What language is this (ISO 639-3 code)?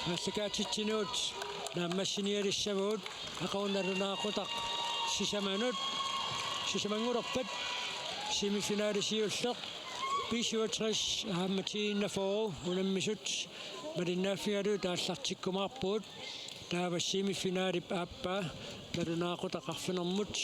kal